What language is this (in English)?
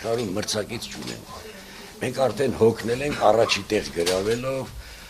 Armenian